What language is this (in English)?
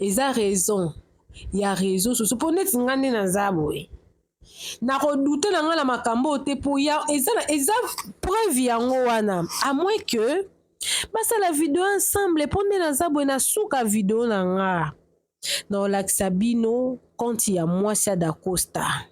Lingala